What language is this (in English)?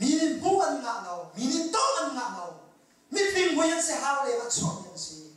Hakha Chin